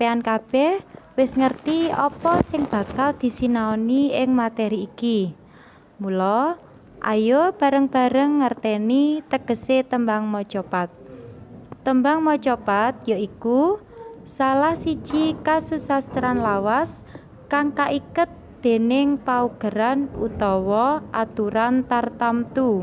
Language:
Javanese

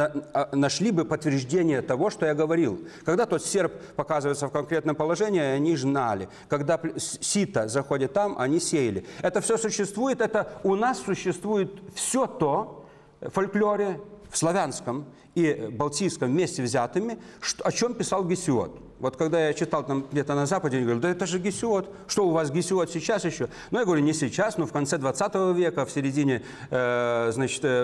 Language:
Russian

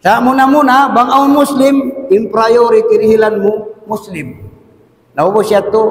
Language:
Tausug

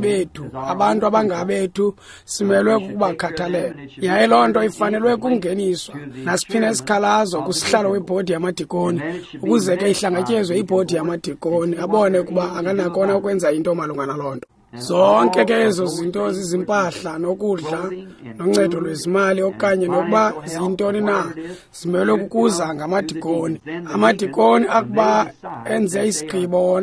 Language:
Xhosa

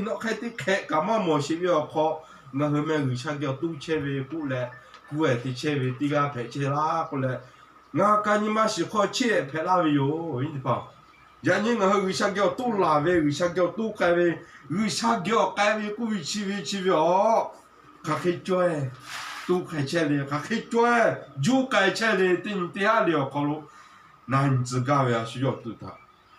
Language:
Lahu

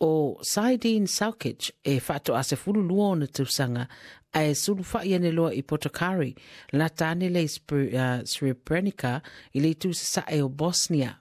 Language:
Samoan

